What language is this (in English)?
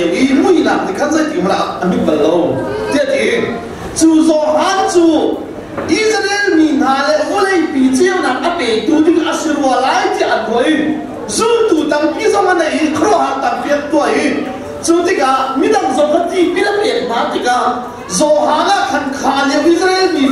Hakha Chin